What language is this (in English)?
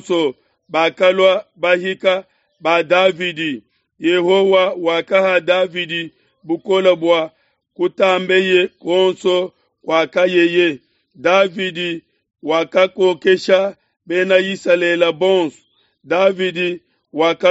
Luba-Lulua